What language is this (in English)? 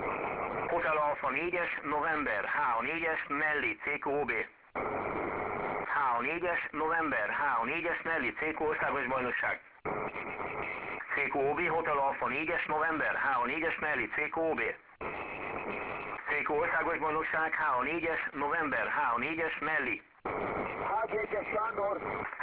Hungarian